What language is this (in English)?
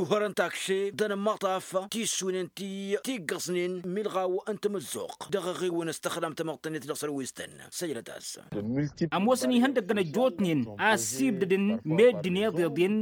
Tamasheq